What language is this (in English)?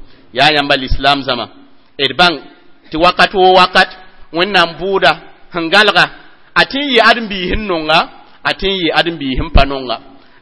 Mossi